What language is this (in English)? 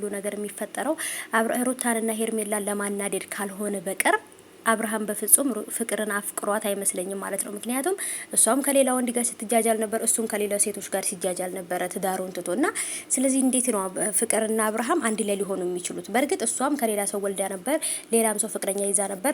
Amharic